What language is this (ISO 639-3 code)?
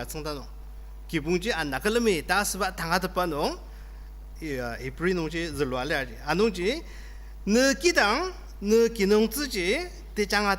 njo